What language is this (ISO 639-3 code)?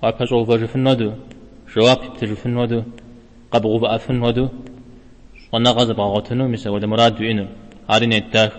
kbd